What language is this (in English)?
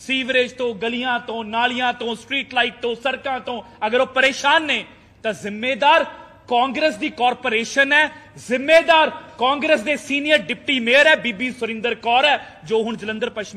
Punjabi